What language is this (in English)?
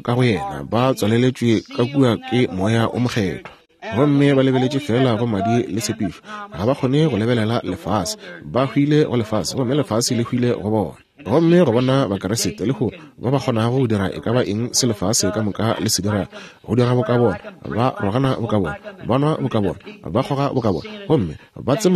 Northern Sotho